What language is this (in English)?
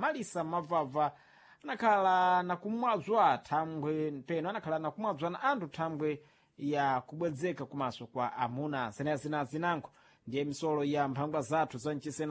Sena